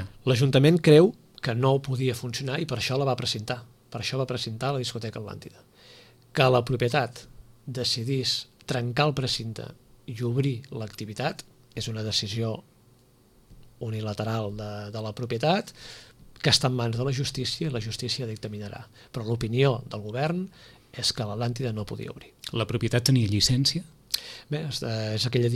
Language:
Catalan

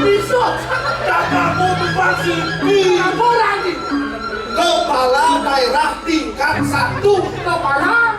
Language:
Balinese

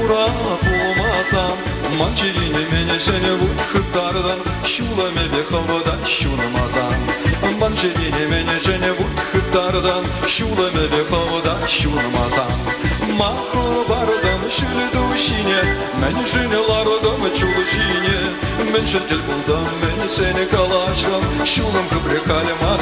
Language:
Chuvash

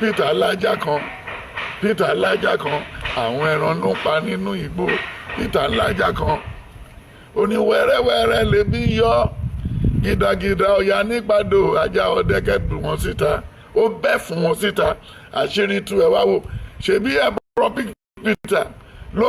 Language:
Yoruba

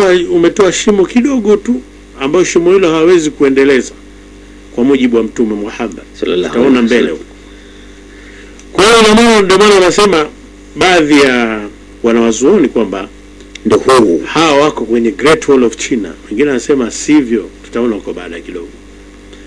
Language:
Swahili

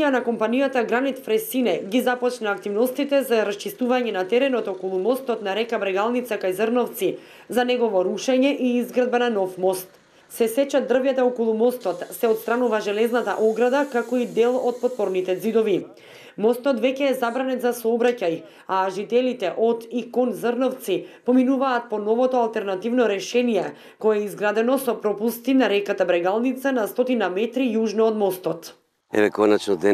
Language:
Macedonian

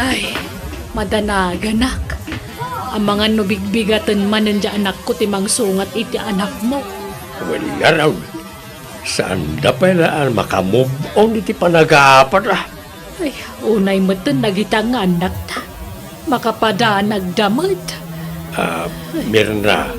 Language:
Iloko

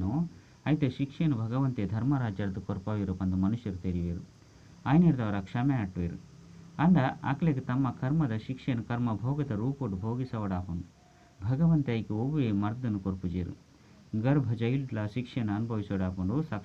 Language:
Tulu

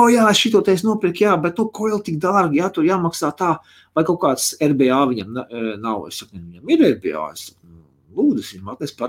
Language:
Latvian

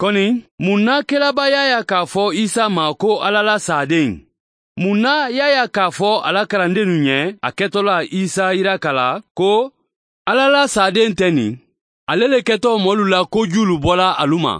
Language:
Mandingo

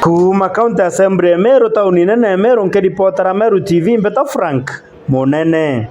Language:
Meru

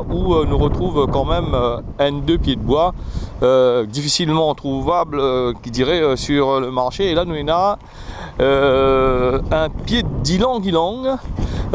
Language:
Réunion Creole French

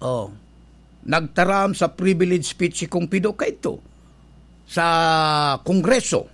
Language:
Bikol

